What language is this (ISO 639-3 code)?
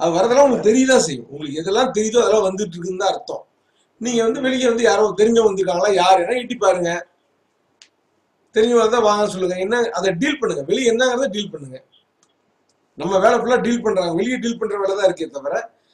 tam